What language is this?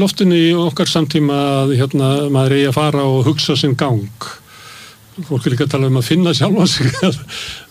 Icelandic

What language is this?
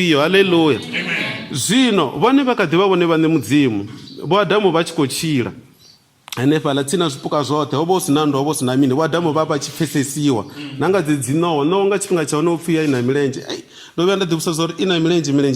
Venda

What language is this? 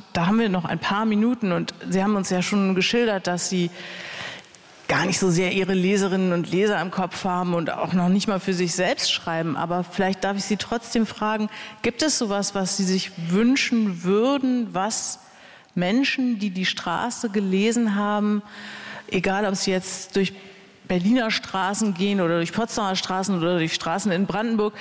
German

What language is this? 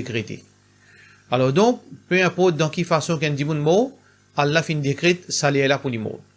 Morisyen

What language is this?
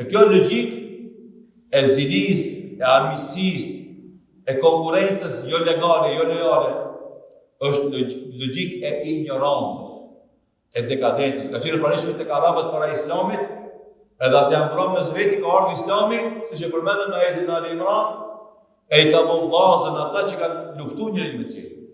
Albanian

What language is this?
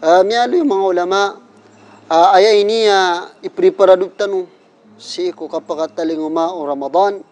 Maranao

